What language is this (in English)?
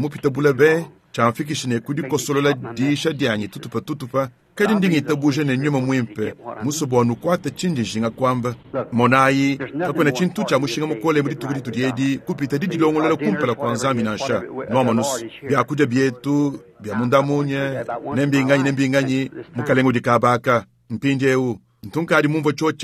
Luba-Lulua